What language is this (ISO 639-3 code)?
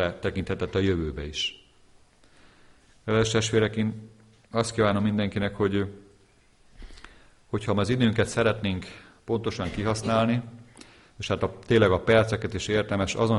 hun